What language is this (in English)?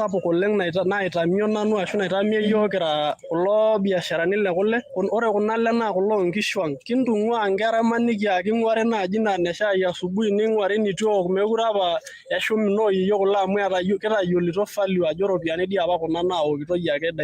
Masai